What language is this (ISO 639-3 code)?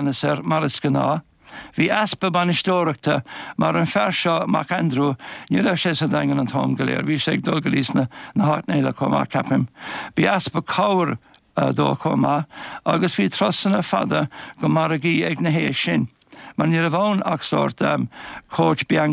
gle